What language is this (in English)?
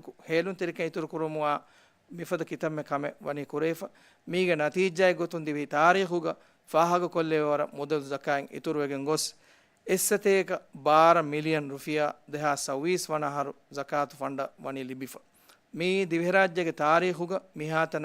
Divehi